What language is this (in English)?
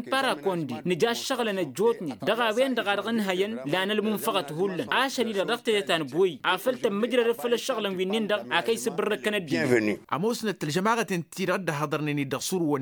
Tamasheq